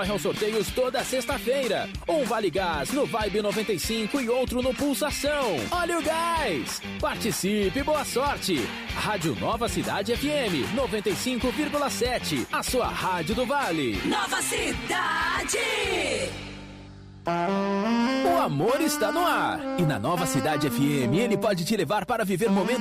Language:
Portuguese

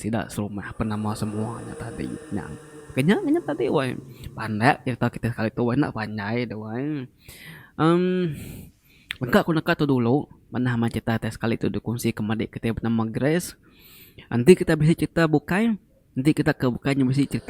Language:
Iban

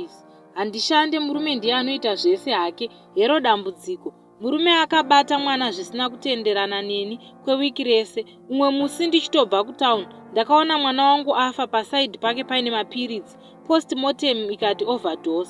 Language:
Shona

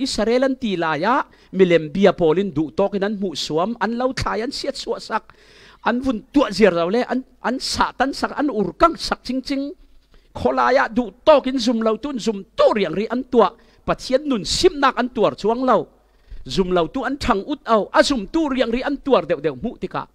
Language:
Falam Chin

